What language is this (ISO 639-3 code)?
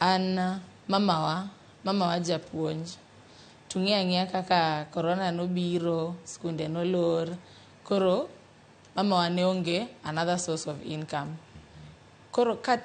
luo